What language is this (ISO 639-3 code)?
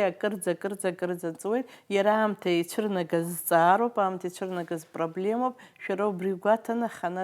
abk